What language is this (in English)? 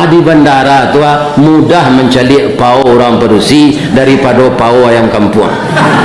Minangkabau